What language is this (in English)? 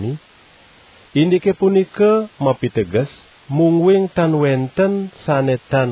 Balinese